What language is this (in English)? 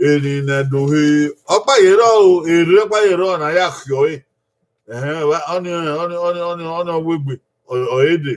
Bini